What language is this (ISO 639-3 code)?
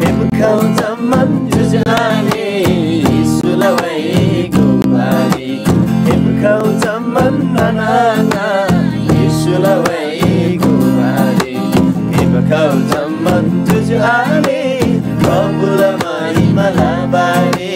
taj